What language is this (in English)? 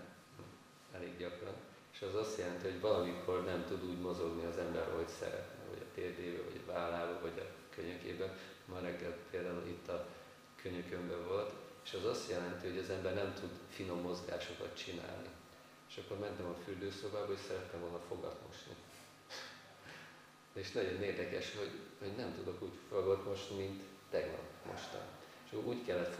Hungarian